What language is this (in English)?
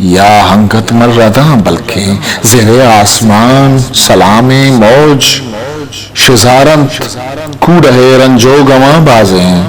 Eastern Balochi